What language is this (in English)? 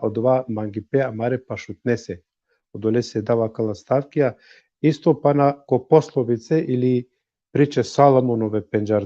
Balkan Romani